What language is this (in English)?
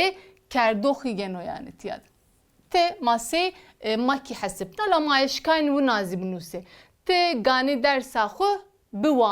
Zaza